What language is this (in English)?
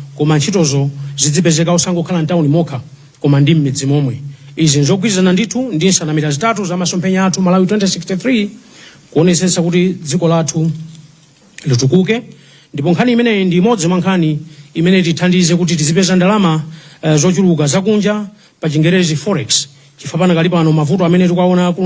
Nyanja